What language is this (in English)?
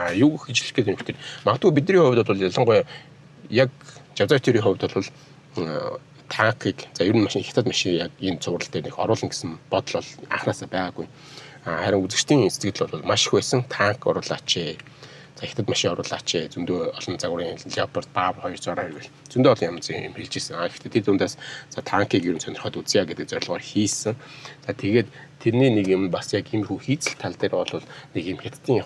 Mongolian